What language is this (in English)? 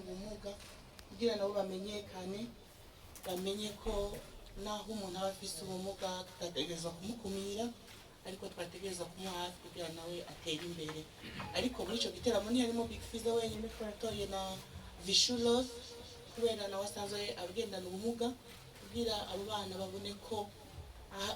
Rundi